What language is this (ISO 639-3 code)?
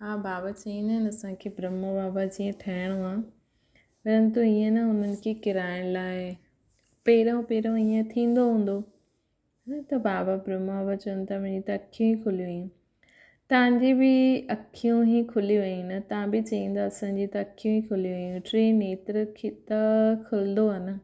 snd